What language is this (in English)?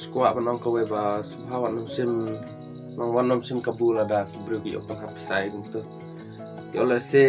Khasi